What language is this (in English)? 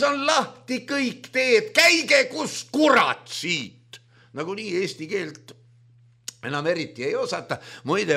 Estonian